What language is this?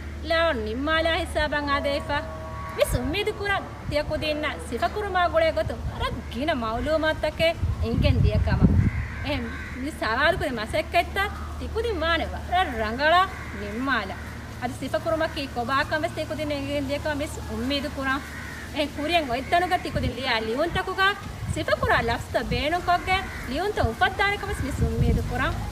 Divehi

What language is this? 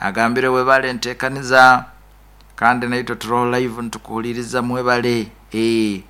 Nyoro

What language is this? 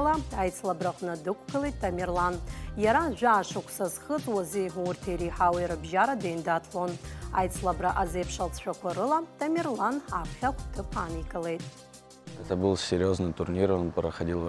Abkhazian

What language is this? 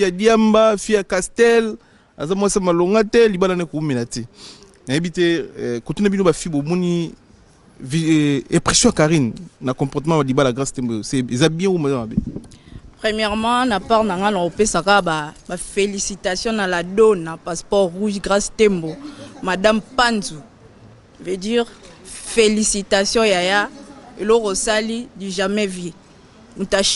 Lingala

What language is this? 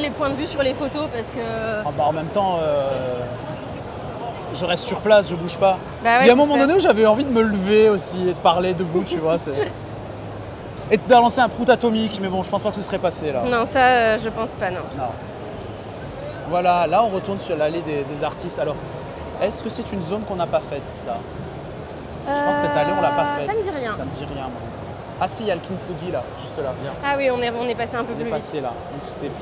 French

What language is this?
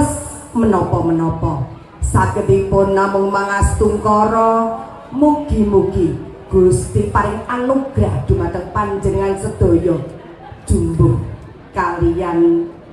Javanese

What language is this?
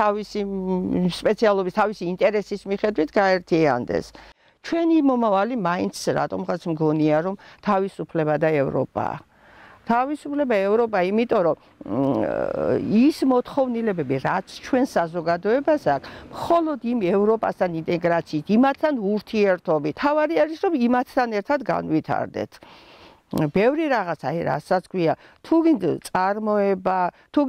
Georgian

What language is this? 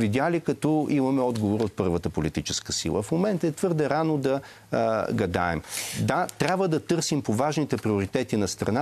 Bulgarian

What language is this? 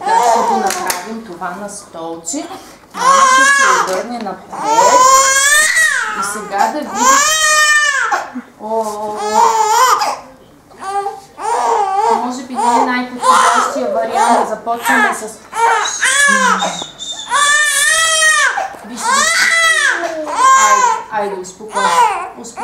Bulgarian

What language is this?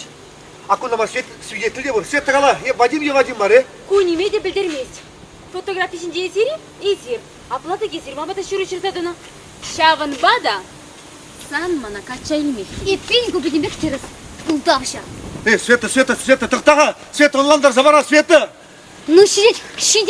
Chuvash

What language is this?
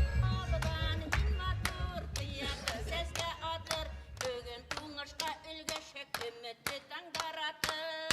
Bashkir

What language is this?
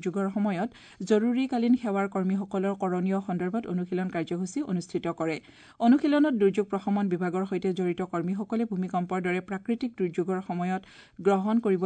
Assamese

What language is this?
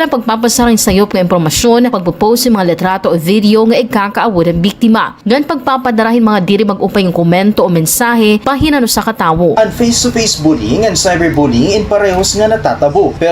Waray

